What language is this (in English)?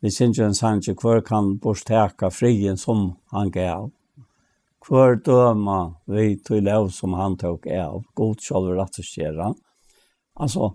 Faroese